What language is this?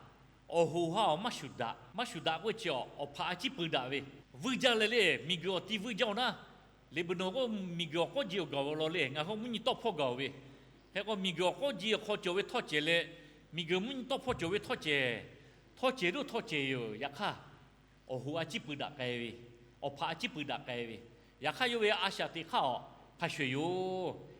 Lahu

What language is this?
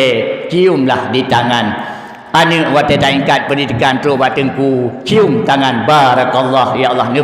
Achinese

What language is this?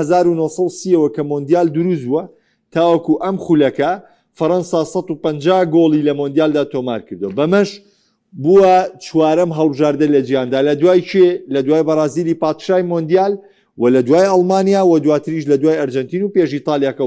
Central Kurdish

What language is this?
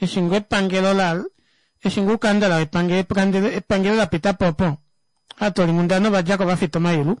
Kuanyama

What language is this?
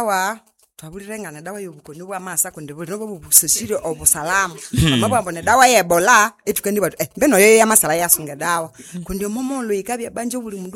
Nande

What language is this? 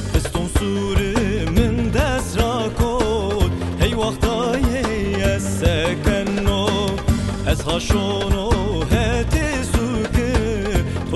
Zaza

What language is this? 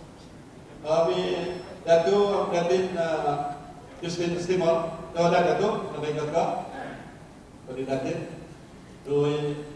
Malay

